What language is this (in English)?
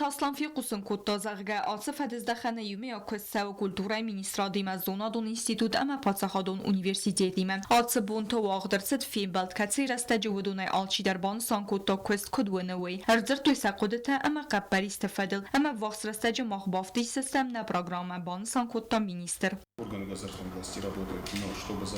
Ossetic